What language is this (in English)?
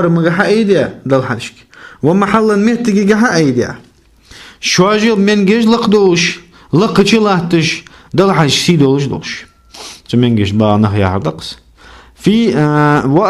Ingush